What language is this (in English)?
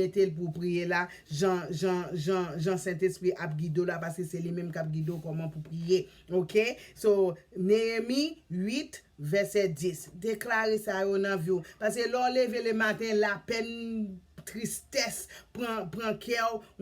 Haitian Creole